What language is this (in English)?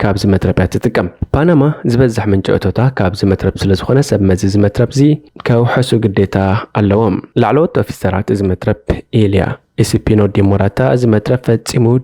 Tigrinya